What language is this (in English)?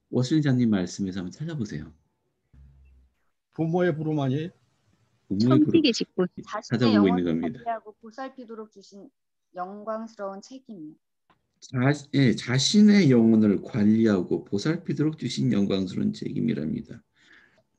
Korean